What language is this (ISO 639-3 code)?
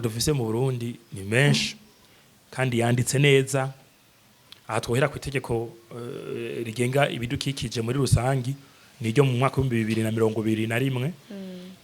run